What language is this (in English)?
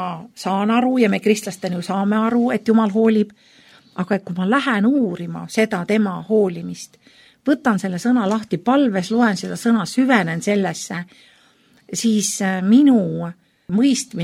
Estonian